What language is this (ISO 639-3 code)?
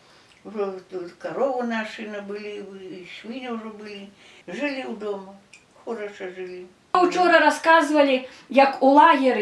bel